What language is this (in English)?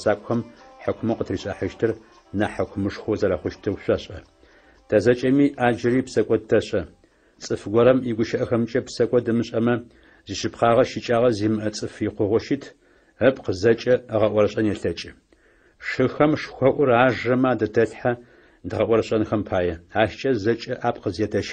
Adyghe